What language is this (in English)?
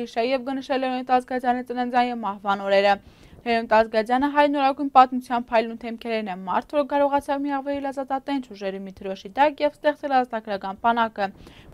Armenian